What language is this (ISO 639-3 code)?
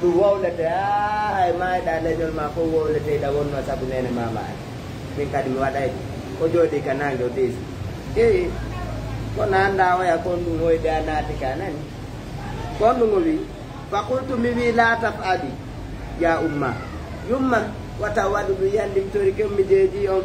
ful